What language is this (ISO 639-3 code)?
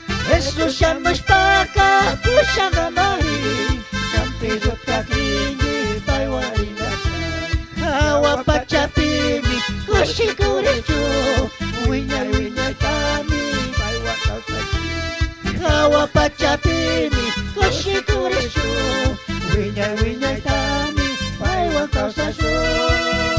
qug